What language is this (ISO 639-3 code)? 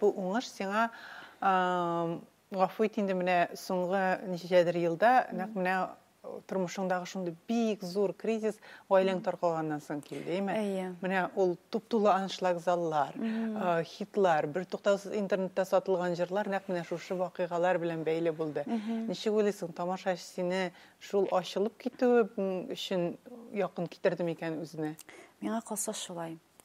tat